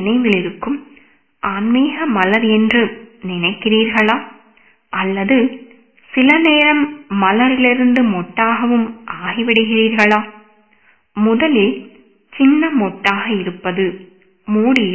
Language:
Tamil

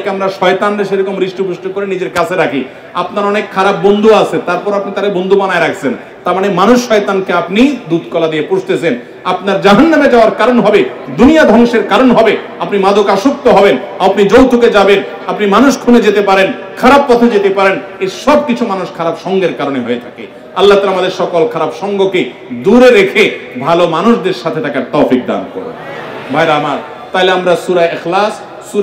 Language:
Bangla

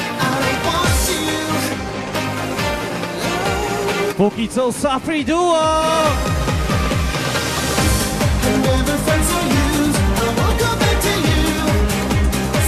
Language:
Polish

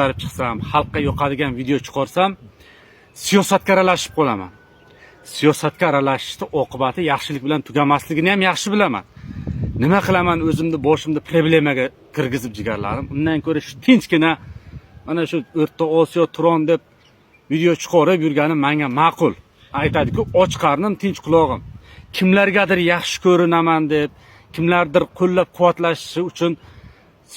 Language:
Uzbek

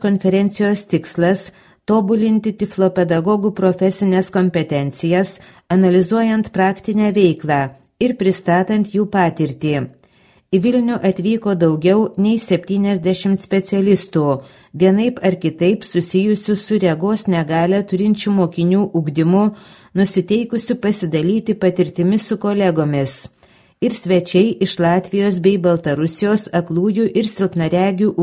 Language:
Lithuanian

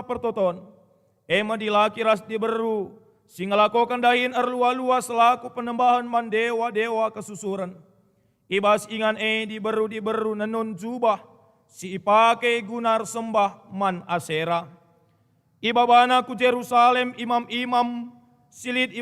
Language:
Batak Karo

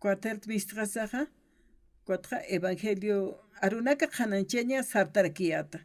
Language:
Aymara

